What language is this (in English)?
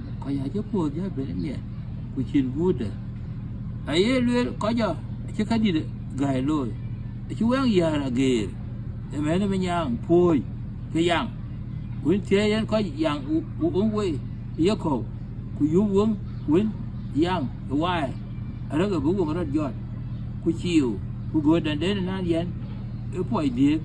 Dinka